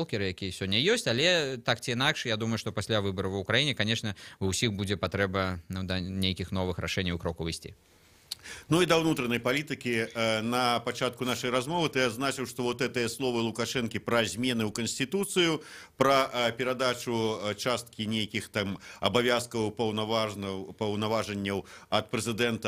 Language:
Belarusian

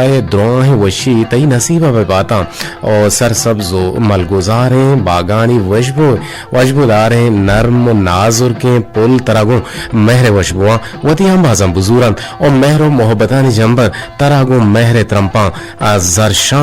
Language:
Eastern Balochi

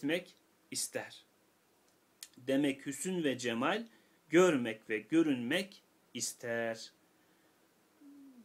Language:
Turkish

